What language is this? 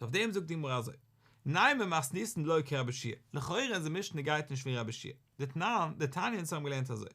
Yiddish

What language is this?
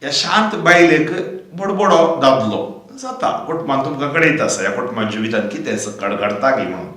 Konkani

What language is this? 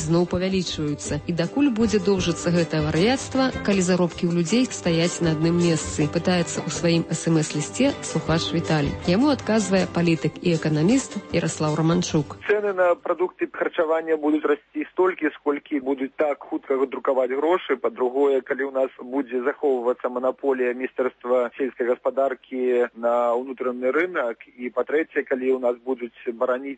Belarusian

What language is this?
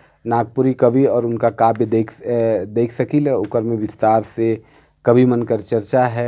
Sadri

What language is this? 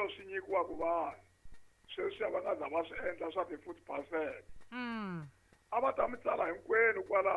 Tsonga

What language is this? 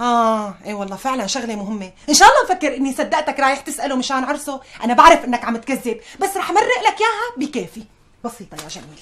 North Levantine Arabic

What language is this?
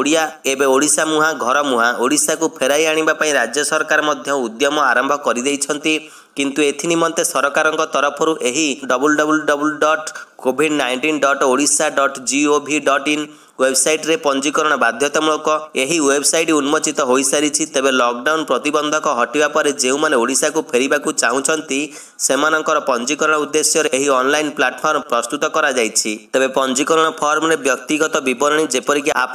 Odia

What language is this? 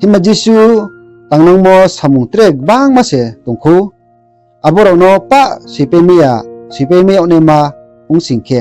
Riang (India)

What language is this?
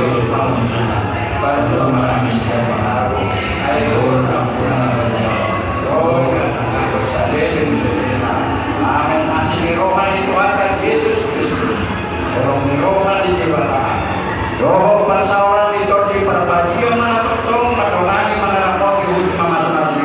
Batak Toba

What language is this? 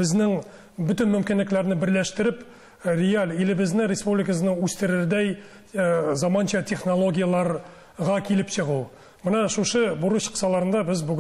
Tatar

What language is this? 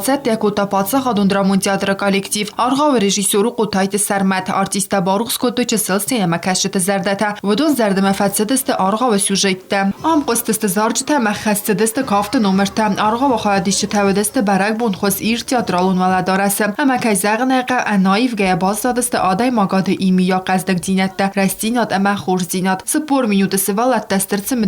Ossetic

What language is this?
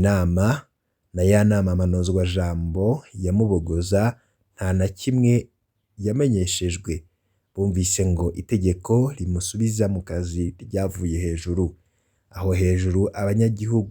Rundi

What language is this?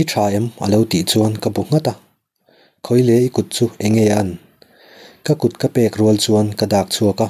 Mizo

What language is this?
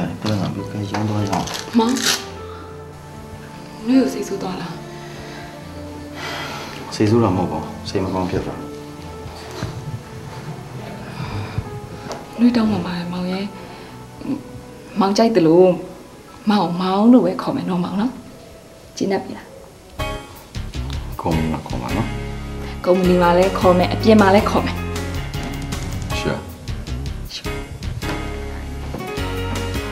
Burmese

